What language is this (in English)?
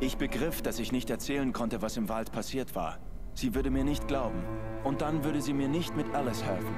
Swiss German